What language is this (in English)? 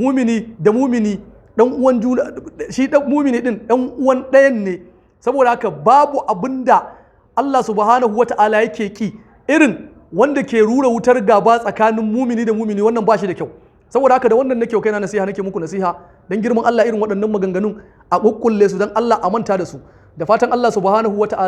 Hausa